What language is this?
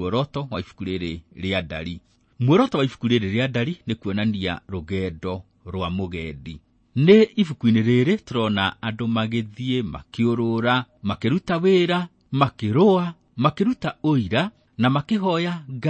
Kikuyu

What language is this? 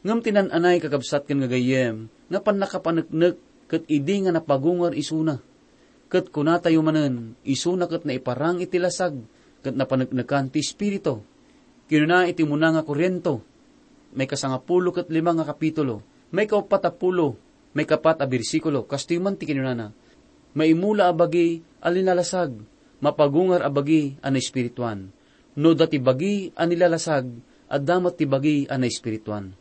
Iloko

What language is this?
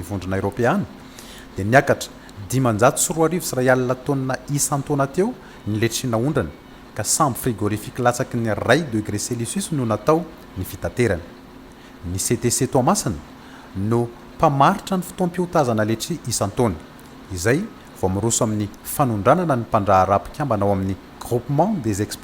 Malagasy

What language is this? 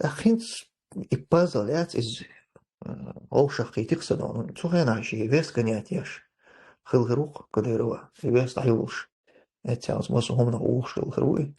Chechen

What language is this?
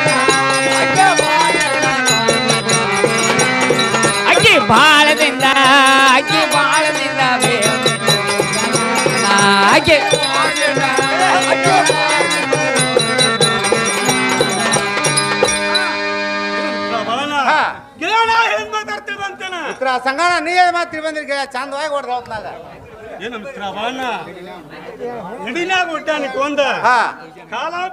Kannada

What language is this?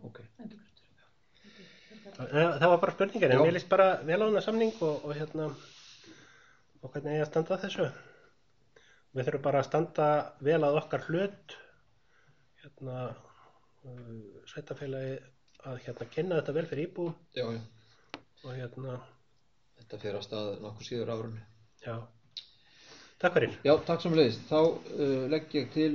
Icelandic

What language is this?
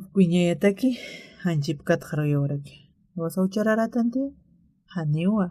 Aymara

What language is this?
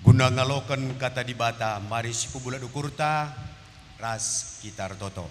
Batak Karo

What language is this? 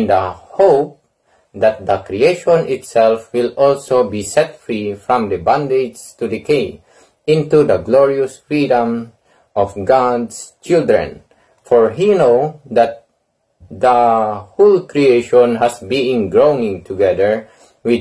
Iloko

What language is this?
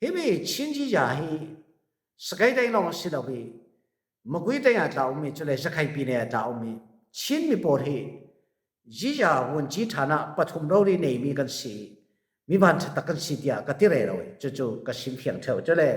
Falam Chin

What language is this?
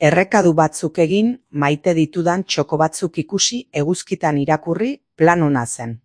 Basque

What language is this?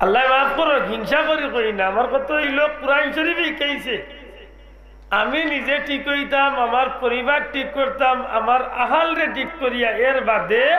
Sylheti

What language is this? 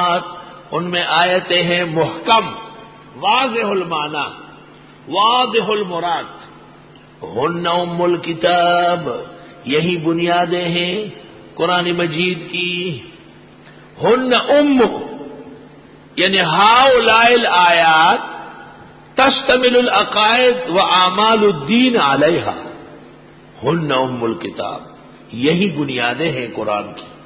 Urdu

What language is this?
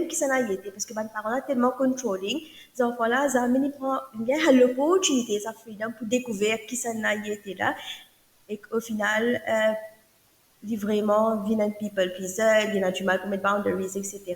Morisyen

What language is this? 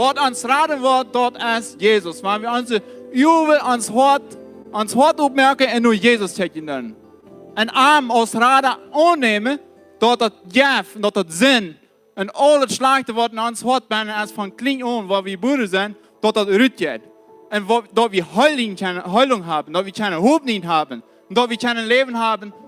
Plautdietsch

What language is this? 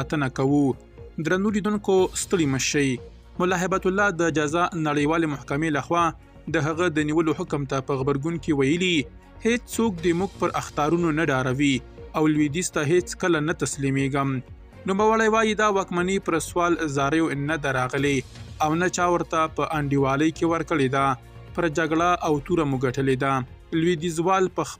Pashto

